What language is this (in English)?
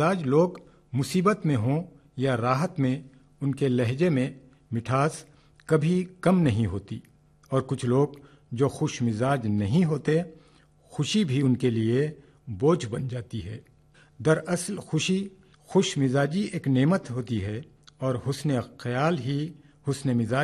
Urdu